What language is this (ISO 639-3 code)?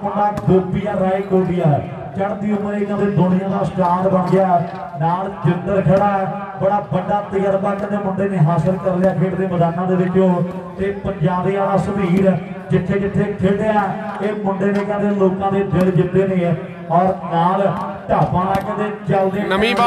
pan